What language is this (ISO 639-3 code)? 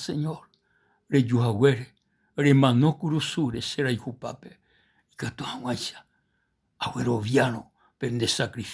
grn